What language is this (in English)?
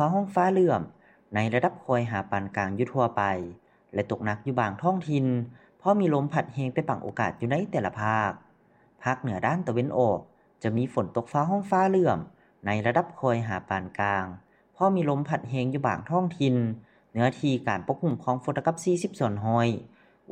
Lao